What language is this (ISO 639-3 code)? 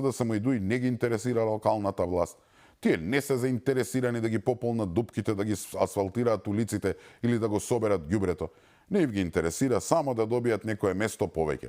mkd